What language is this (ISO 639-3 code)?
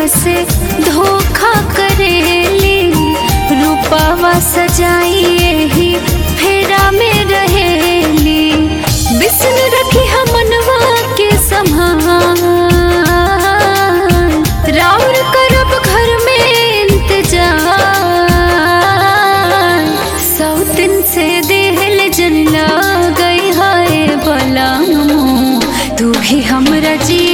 bho